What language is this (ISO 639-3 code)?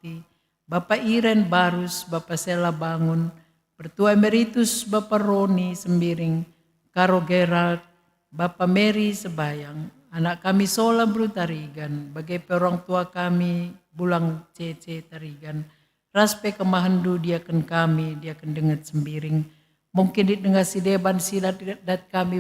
btx